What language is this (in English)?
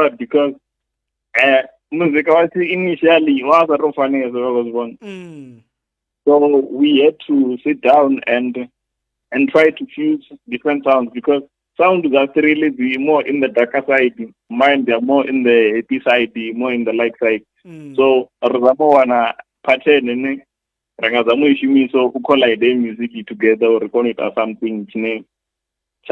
Venda